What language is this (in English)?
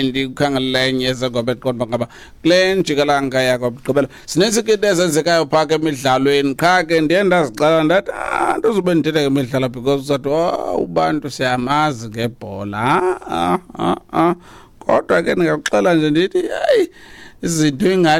Xhosa